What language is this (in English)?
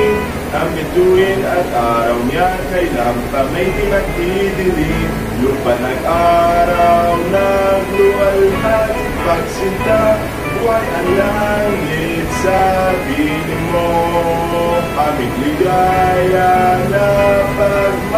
Filipino